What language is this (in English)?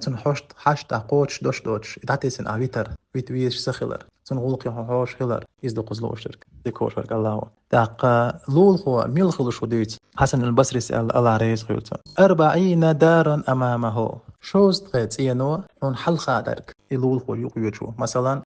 Chechen